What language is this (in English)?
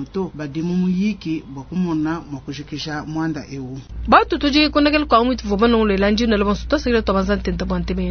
Luba-Lulua